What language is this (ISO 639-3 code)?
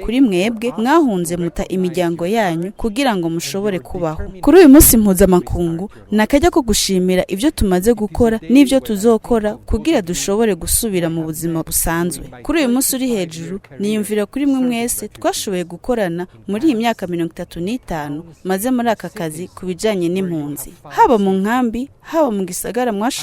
run